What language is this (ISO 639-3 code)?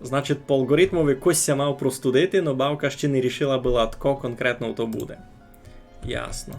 rue